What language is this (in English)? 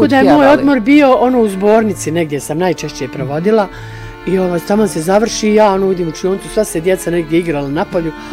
Bosnian